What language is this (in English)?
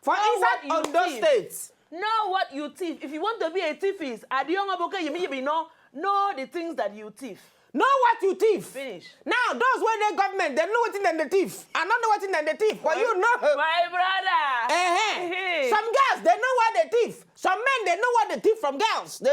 Nigerian Pidgin